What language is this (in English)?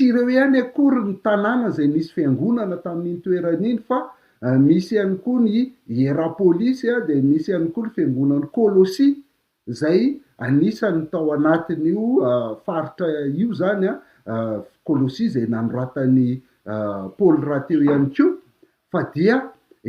Malagasy